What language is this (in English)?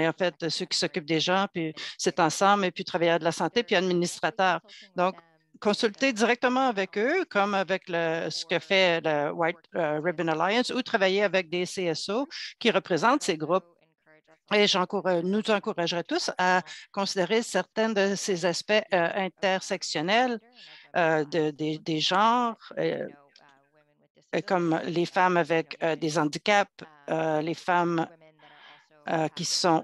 French